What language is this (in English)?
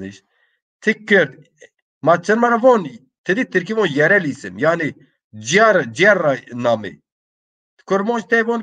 Zaza